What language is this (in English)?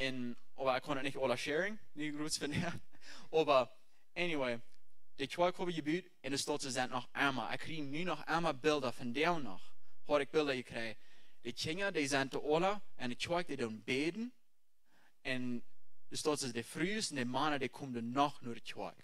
Plautdietsch